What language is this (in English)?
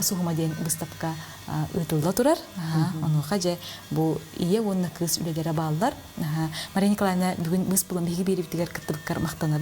Yakut